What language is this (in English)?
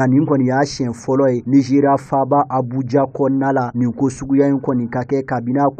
Bambara